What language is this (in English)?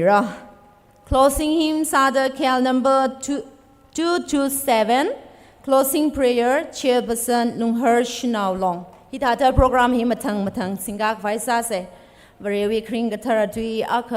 Tangkhul Naga (India)